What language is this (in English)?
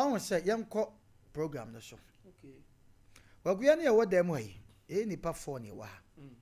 Akan